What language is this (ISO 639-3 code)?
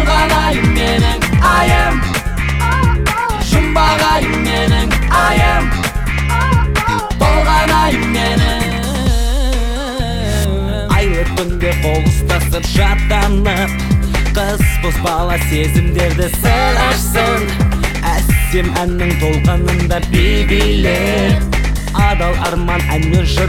kaz